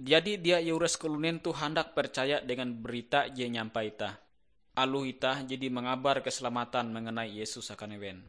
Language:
Ngaju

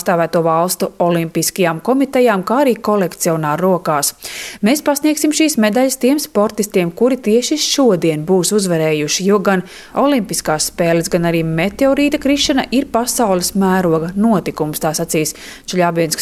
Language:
Latvian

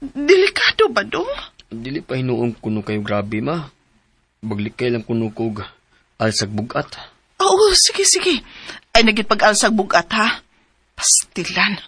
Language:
Cebuano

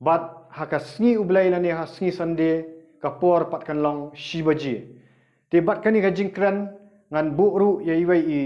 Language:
Khasi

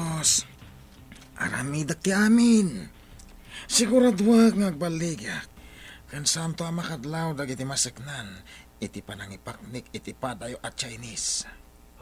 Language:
Iloko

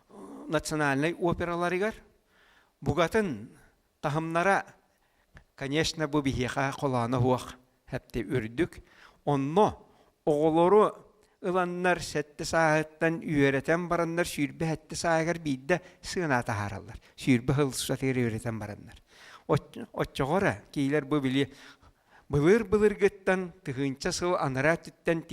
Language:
Yakut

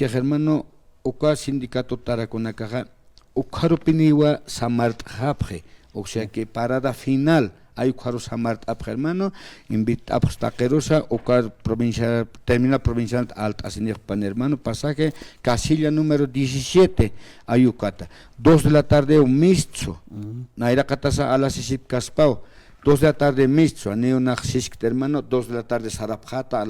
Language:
Aymara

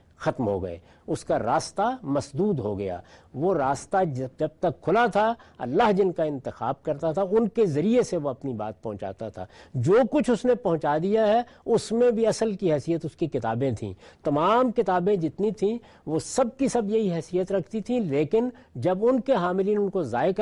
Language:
Urdu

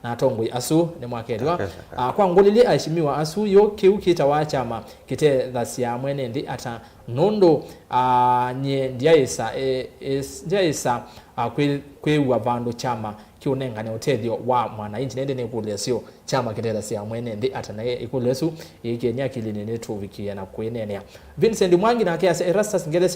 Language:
Kamba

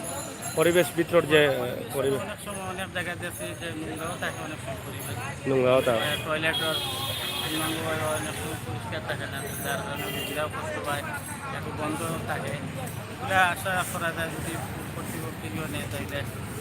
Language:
Sylheti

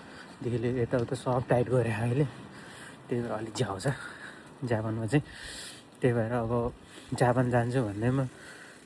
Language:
Nepali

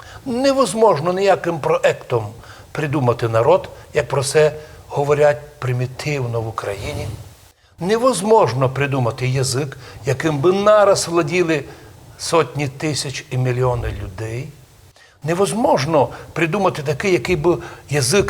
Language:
Rusyn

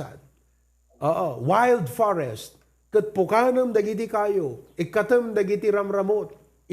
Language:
Iloko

